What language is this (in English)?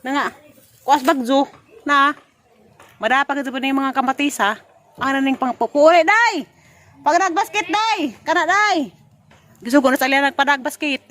Cebuano